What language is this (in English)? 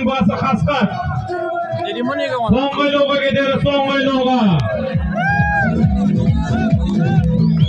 Kazakh